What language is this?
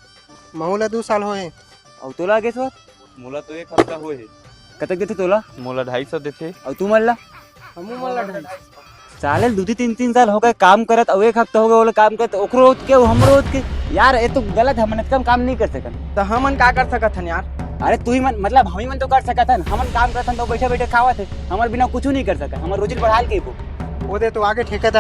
Chhattisgarhi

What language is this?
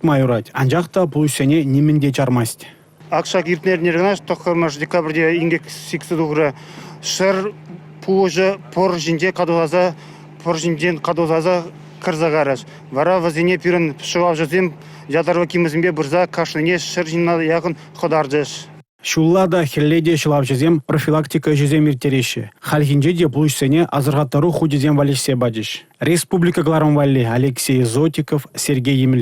Chuvash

